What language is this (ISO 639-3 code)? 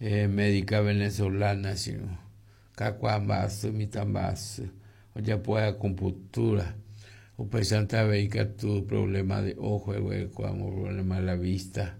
grn